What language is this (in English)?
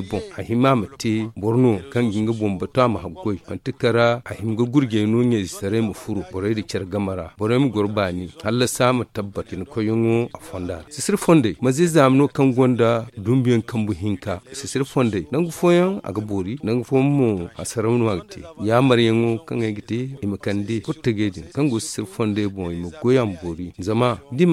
Zarma